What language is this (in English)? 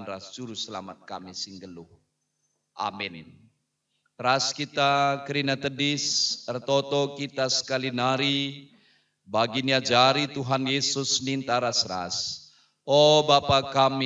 Batak Karo